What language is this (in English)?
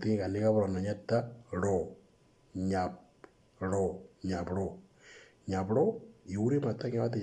Moro